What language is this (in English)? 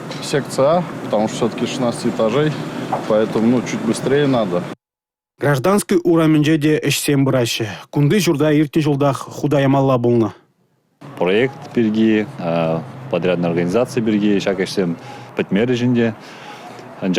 Chuvash